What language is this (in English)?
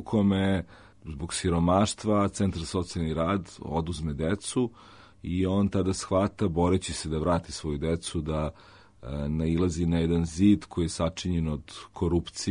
Serbian